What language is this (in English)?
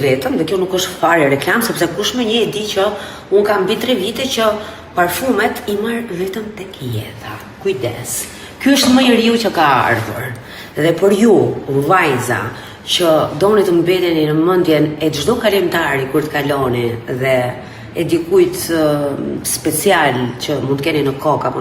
Albanian